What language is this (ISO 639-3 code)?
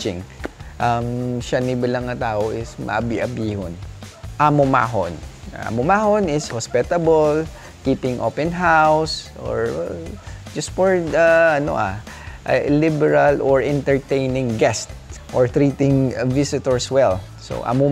hil